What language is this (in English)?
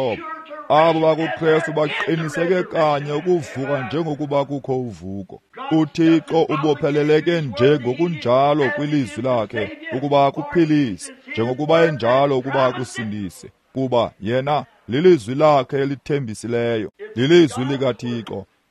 Xhosa